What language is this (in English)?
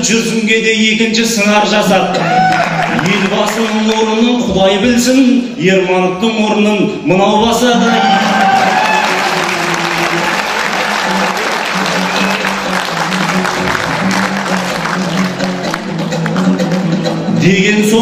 Kazakh